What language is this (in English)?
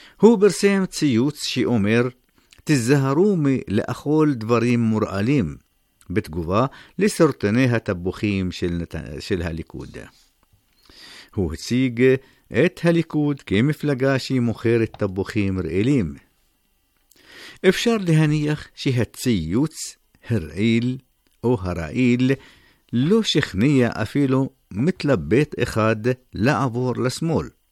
Hebrew